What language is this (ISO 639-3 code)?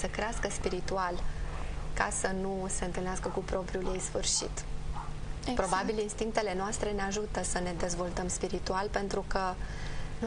ron